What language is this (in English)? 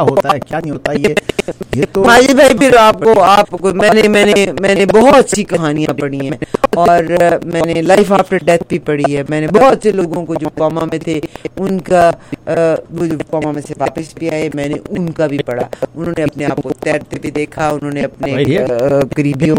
Urdu